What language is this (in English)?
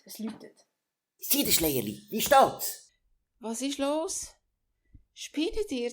Swiss German